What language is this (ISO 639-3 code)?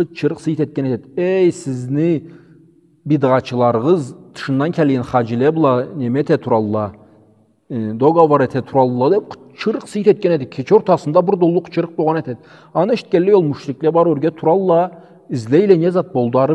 krc